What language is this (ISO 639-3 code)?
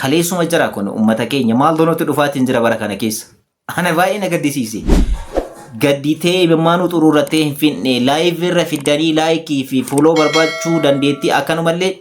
orm